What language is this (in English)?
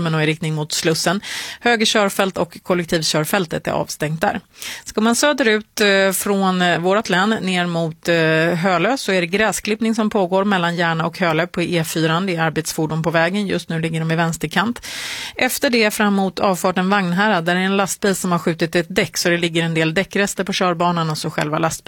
Swedish